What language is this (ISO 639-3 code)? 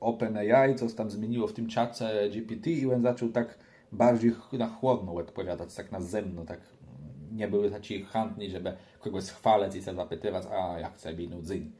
csb